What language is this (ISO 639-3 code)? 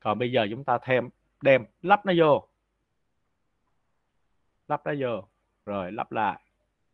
vie